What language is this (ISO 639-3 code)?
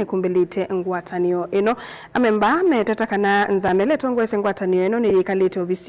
kam